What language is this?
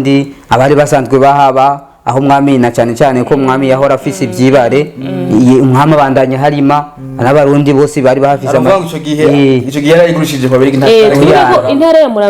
Rundi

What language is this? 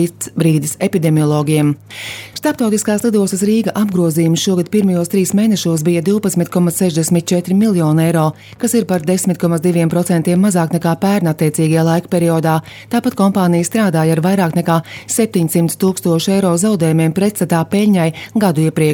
Latvian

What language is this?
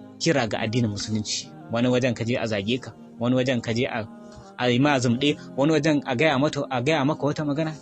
Hausa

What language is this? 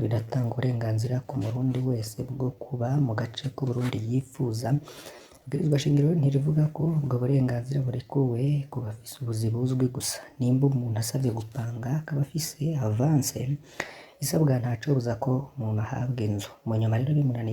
Rundi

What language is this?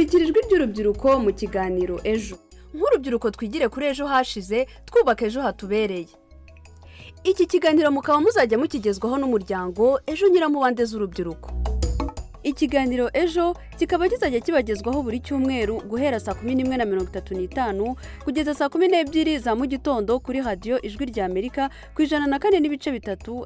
Kinyarwanda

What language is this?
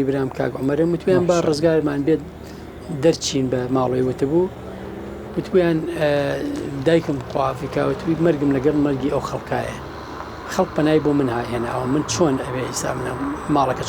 Central Kurdish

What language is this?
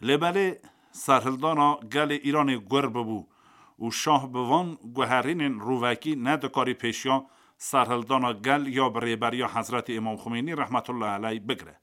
Kurdish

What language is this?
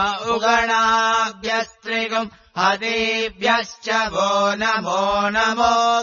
Sanskrit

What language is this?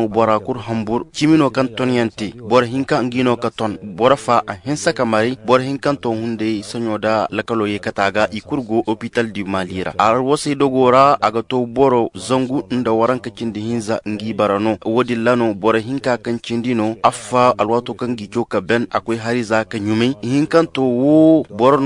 Zarma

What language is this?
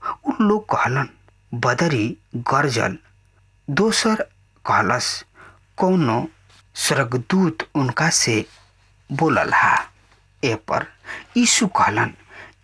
Bhojpuri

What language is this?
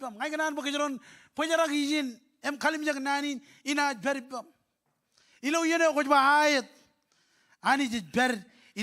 Marshallese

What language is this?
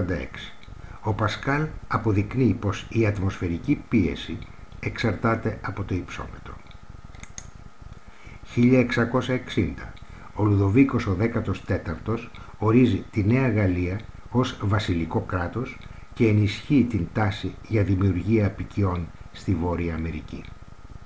Greek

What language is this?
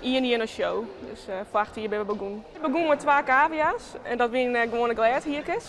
Western Frisian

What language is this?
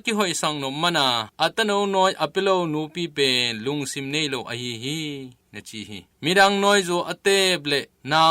Tedim Chin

